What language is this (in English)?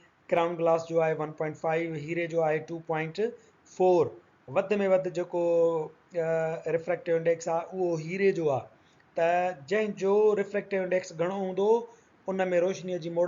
Sindhi